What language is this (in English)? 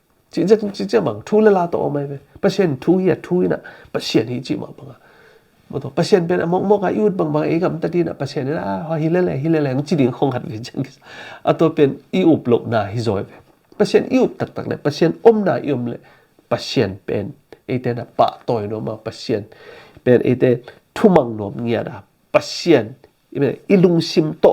Tedim Chin